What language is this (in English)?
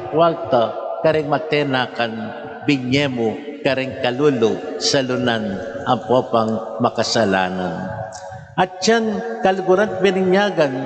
Pampanga